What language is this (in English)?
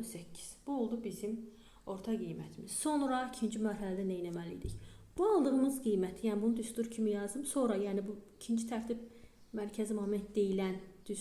Azerbaijani